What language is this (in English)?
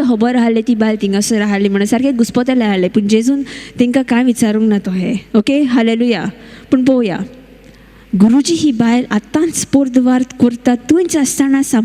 Konkani